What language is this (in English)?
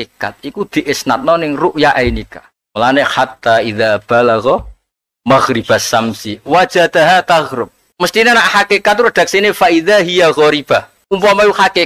Javanese